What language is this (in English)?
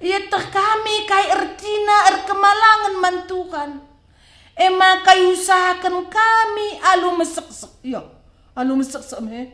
Batak Karo